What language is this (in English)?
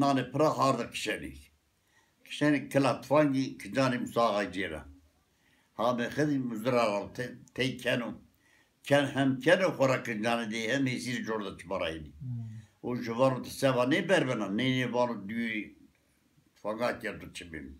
Zaza